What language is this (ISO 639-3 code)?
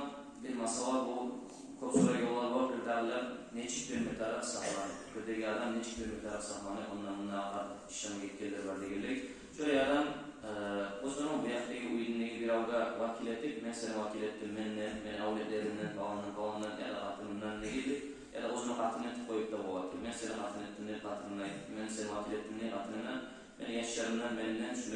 kum